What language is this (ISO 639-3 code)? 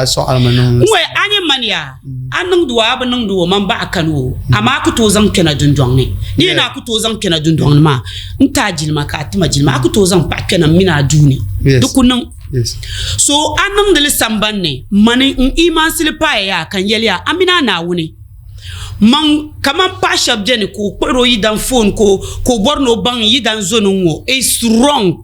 dag